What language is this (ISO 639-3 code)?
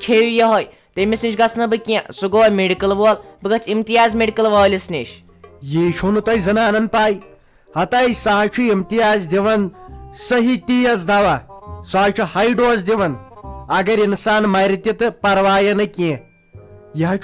kas